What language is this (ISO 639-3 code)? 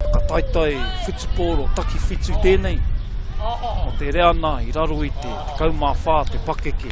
mri